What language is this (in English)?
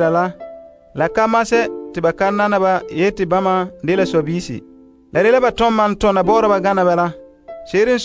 Frafra